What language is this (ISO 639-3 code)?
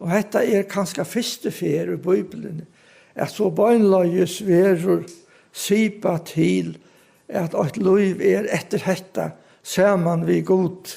fao